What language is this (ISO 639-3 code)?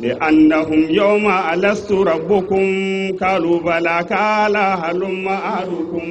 dje